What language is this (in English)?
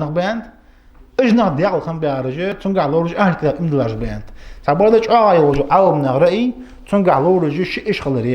Ingush